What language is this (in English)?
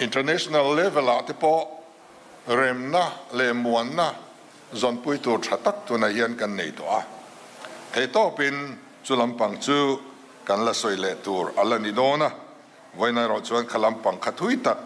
Mizo